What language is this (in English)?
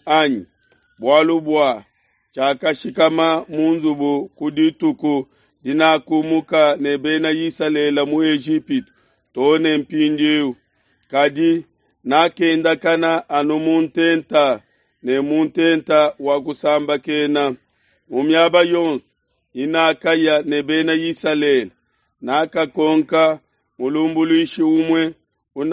Luba-Lulua